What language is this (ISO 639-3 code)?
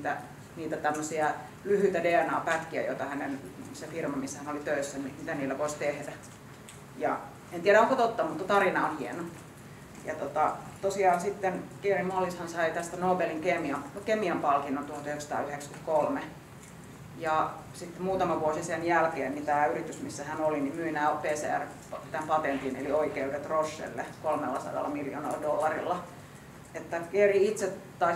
fin